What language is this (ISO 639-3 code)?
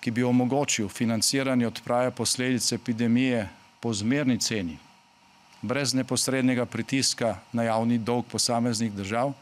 slv